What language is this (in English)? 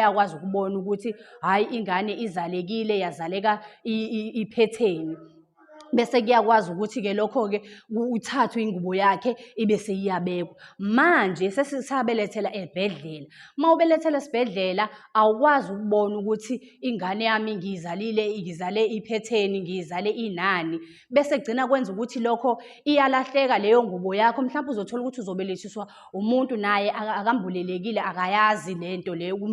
Zulu